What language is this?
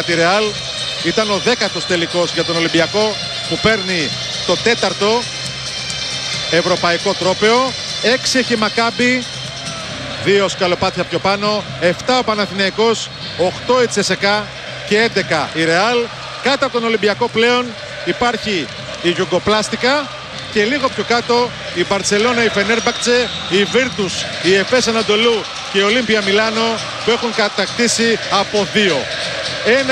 Greek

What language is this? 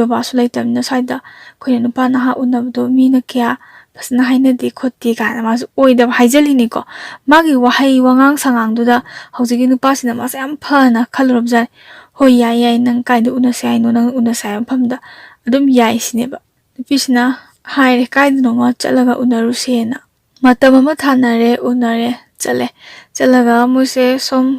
Manipuri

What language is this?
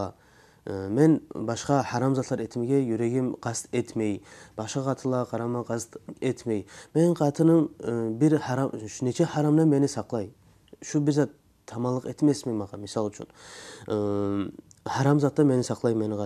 Kumyk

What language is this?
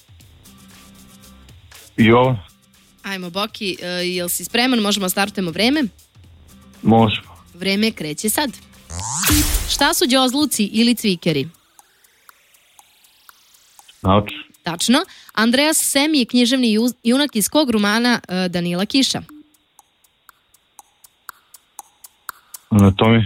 Serbian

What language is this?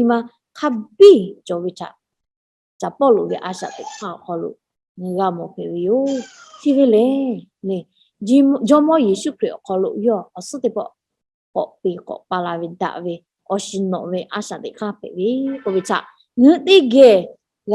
Lahu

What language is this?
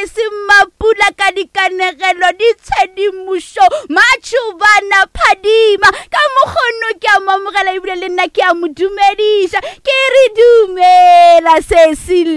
Northern Sotho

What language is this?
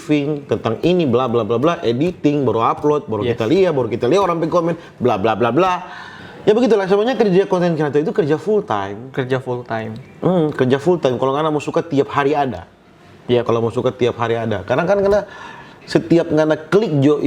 Manado Malay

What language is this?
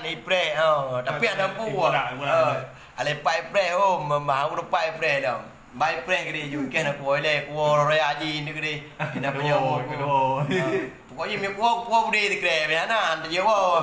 Achinese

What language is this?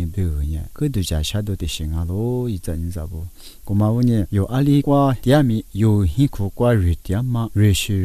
Lisu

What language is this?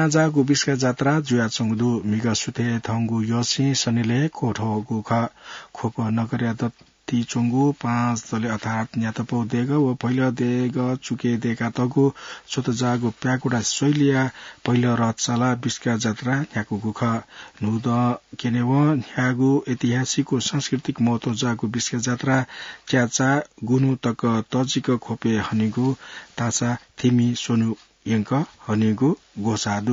Newari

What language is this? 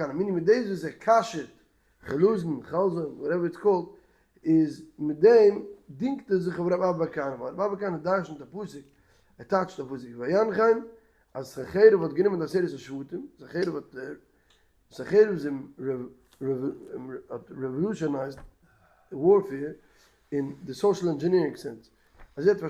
Yiddish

